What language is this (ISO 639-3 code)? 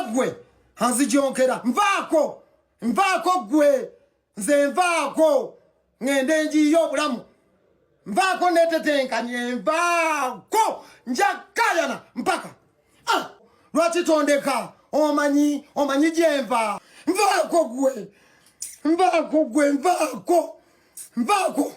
lug